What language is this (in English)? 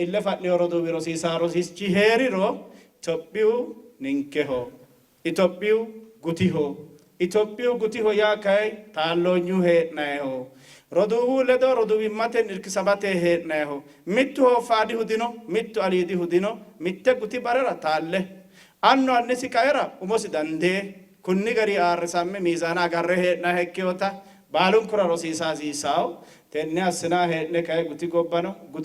Sidamo